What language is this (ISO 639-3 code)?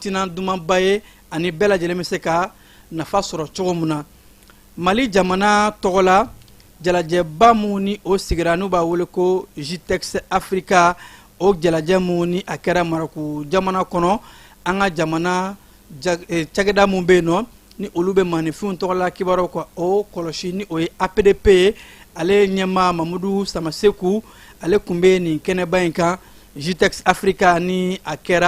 bam